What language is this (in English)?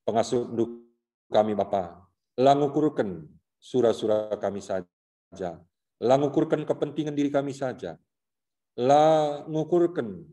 Batak Karo